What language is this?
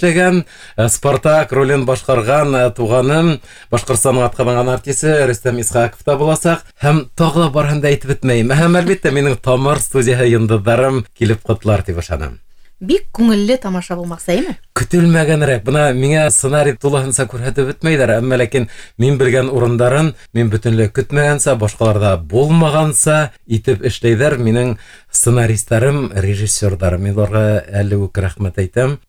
Bashkir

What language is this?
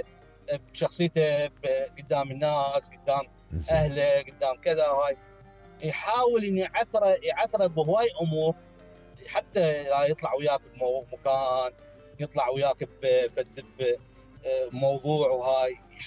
Mesopotamian Arabic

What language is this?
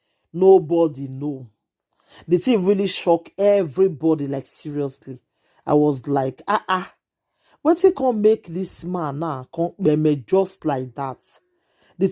Nigerian Pidgin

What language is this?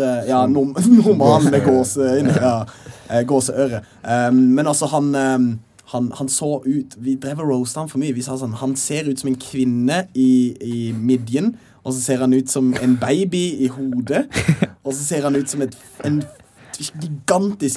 Norwegian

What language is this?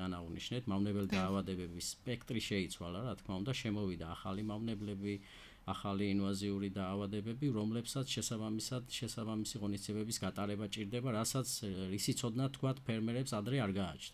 Georgian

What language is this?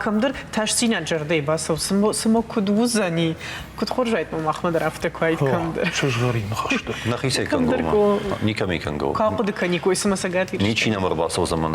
Ossetic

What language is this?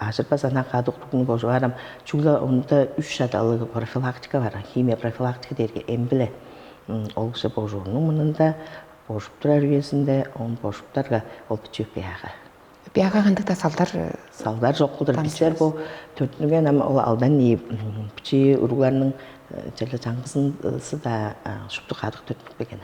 Tuvinian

